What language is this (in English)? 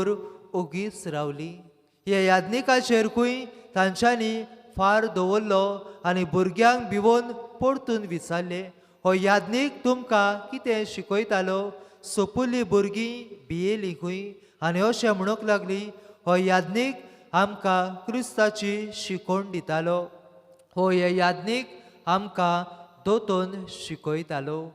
Konkani